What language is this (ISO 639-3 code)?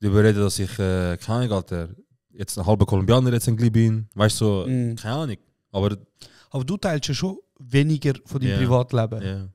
gsw